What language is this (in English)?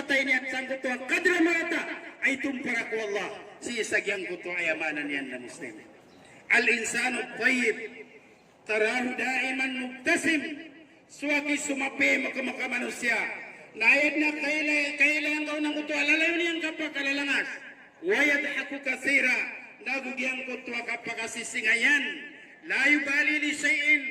Maranao